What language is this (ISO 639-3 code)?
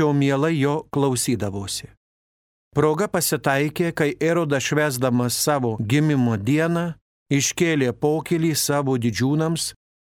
lit